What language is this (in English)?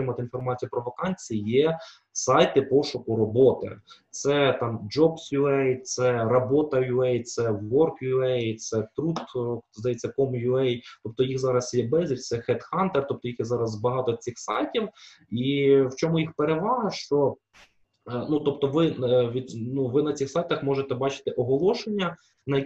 Ukrainian